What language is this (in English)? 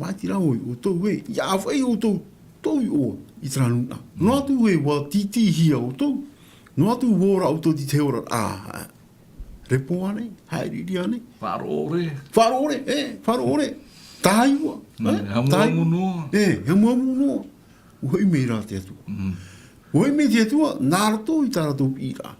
Tahitian